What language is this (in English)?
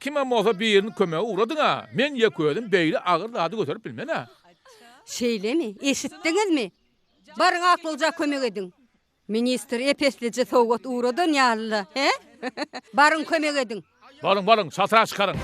Turkmen